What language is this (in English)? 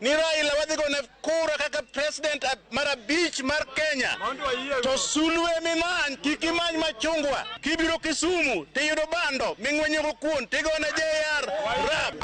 Luo (Kenya and Tanzania)